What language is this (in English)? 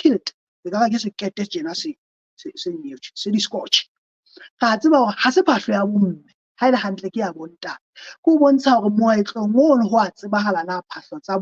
Southern Sotho